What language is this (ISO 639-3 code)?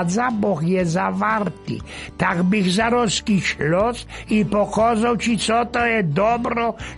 szl